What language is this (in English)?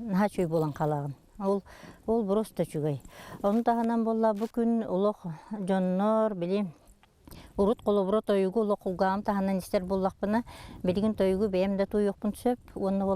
Yakut